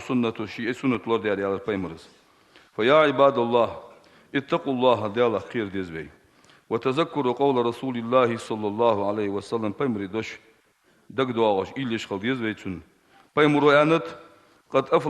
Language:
Ingush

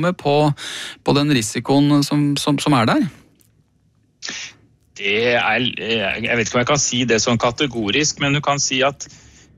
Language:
Norwegian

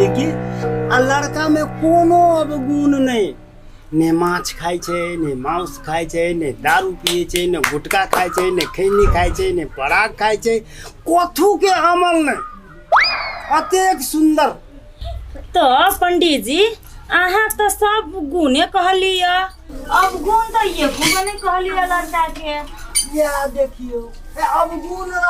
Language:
Maithili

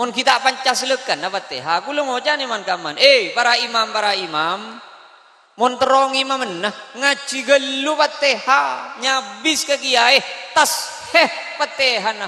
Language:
Madurese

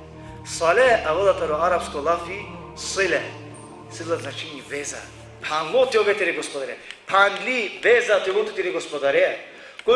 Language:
Balkan Romani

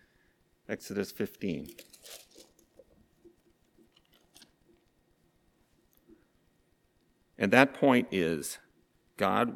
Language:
English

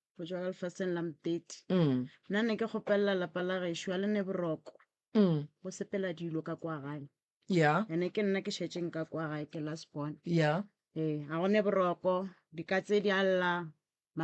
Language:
Northern Sotho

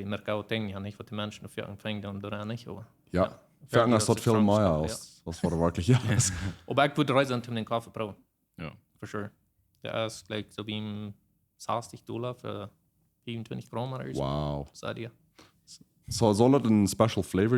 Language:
Plautdietsch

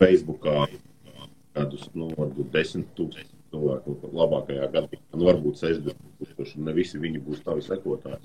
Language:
Latvian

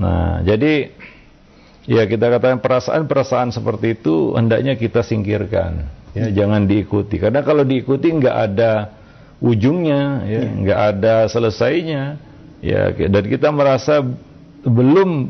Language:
Indonesian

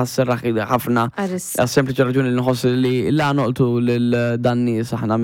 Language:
Maltese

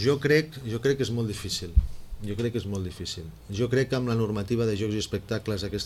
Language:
Catalan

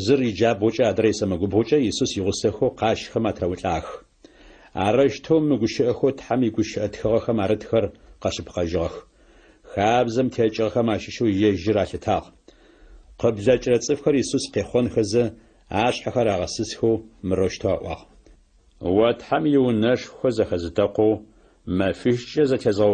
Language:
Adyghe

